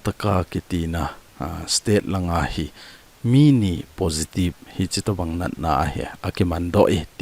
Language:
Thado Chin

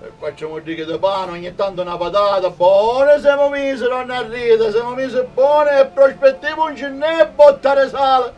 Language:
Sicilian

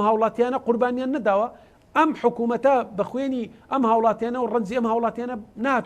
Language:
Central Kurdish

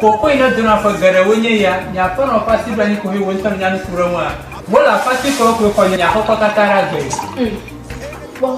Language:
Ewe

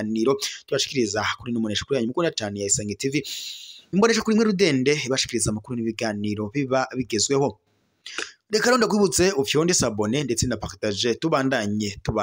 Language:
Rundi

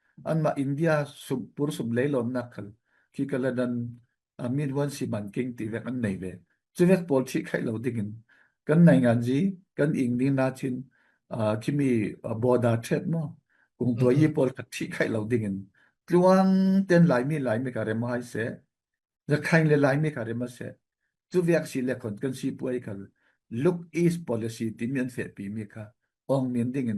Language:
Falam Chin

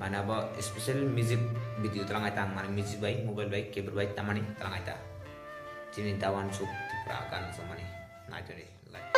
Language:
Kok Borok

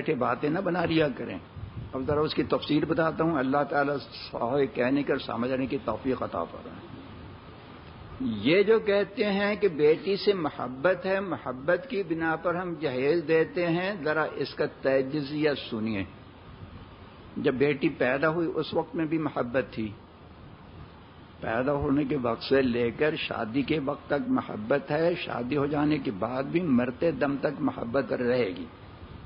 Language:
Urdu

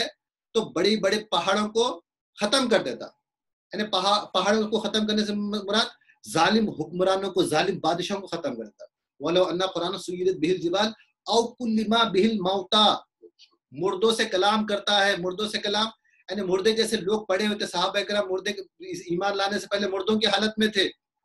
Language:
Urdu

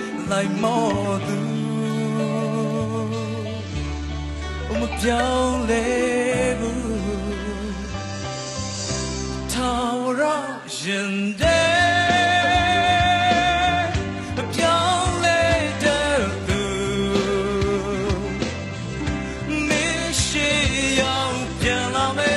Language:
Burmese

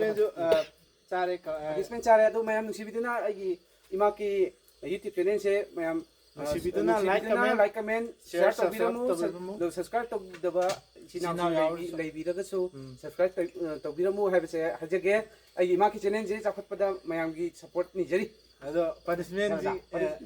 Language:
Manipuri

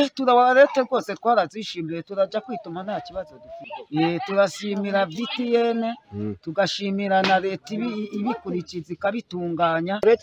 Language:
Kinyarwanda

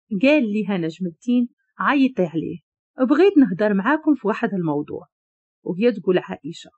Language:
Moroccan Arabic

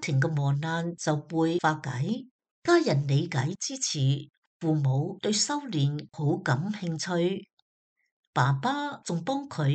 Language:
Cantonese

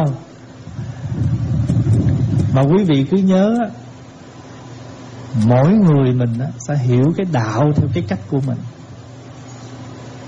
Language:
Vietnamese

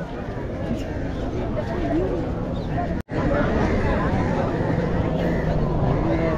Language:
Tamil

